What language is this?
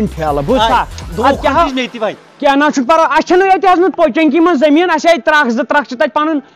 Kashmiri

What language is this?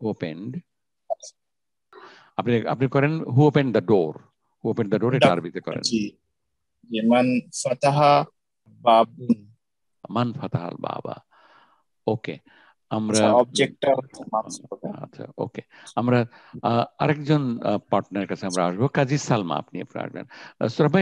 Bangla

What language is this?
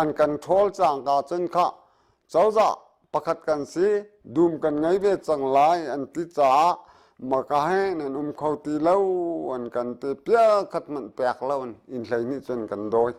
Hakha Chin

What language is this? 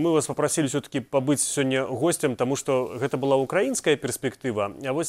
Belarusian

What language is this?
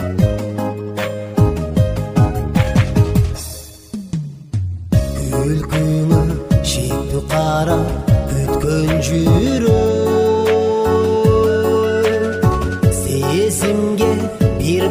Kyrgyz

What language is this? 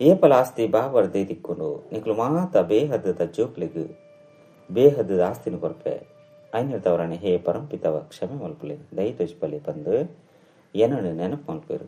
Tulu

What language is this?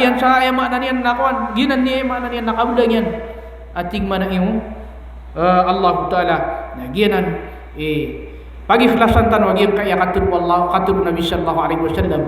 Maranao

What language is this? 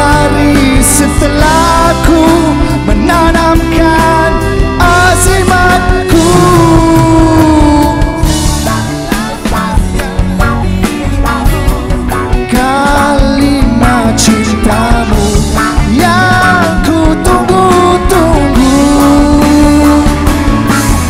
Malay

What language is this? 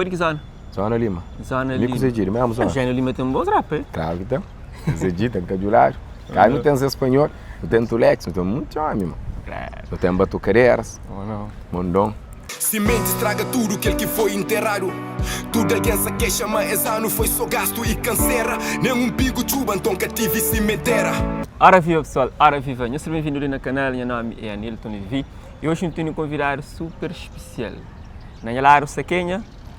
Kabuverdianu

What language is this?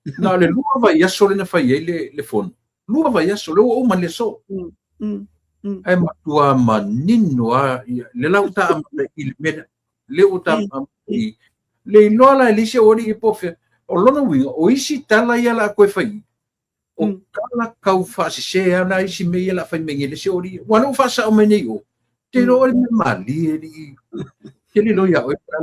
Samoan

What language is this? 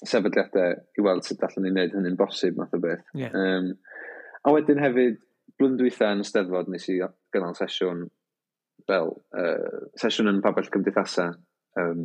Welsh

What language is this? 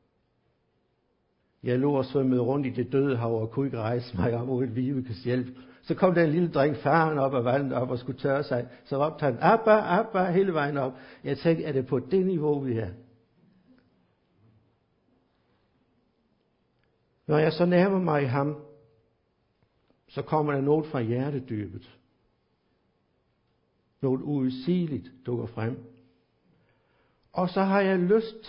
Danish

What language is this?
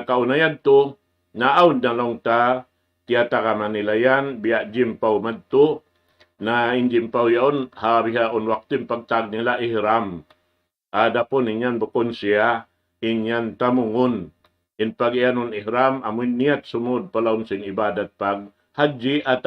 Tausug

